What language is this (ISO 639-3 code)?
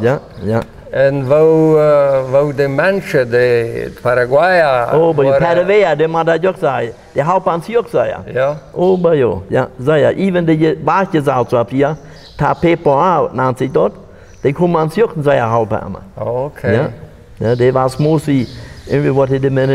pdt